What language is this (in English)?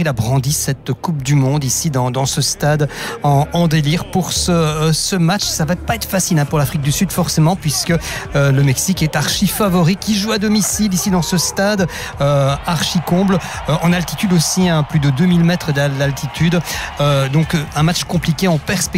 French